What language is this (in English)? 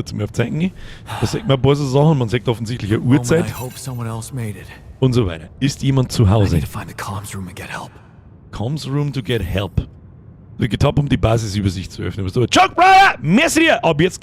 Bavarian